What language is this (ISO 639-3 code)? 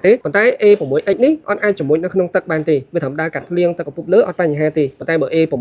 khm